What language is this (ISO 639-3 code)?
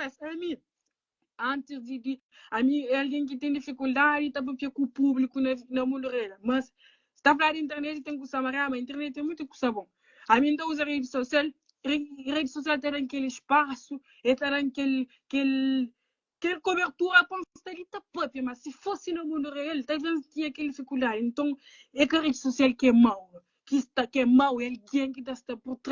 kea